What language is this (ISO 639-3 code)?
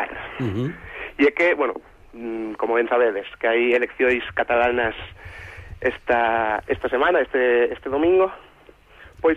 glg